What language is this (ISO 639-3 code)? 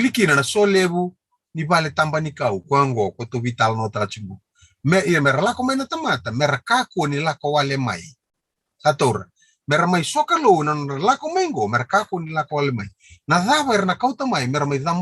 fij